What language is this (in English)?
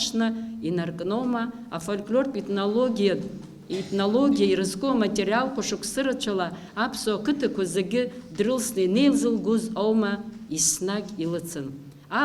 Abkhazian